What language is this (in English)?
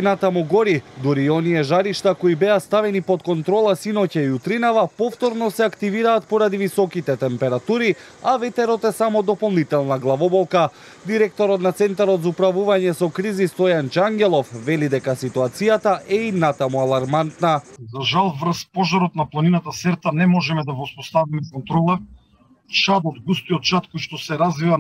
Macedonian